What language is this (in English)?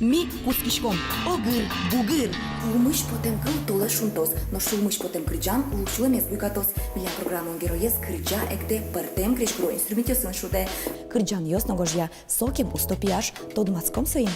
Udmurt